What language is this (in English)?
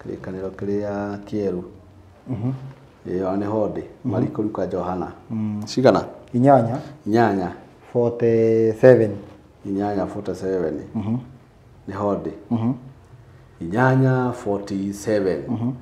Kikuyu